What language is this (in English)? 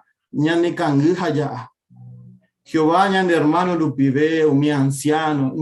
Guarani